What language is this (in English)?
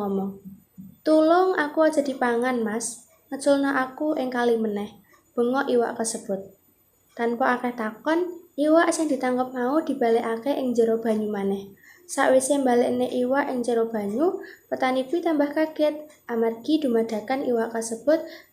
Javanese